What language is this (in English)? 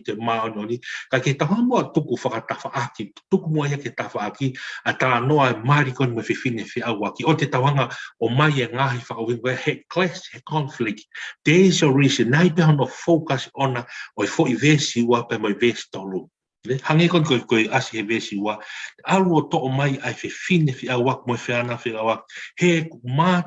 Tongan